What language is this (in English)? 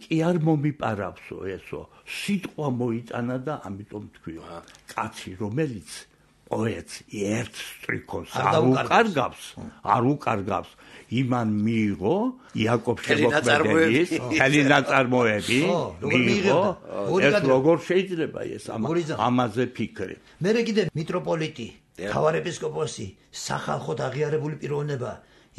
Georgian